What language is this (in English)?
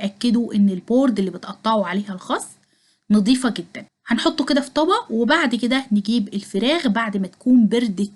Egyptian Arabic